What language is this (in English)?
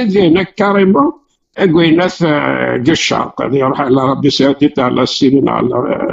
Kabyle